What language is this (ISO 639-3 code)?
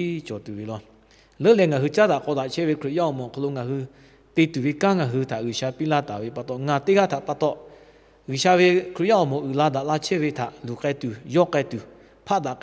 lhu